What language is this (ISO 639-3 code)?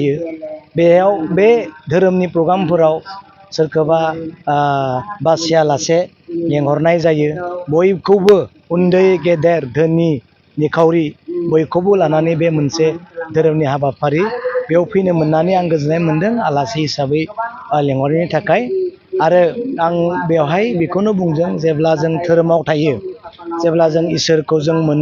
brx